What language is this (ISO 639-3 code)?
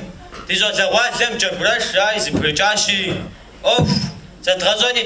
kbd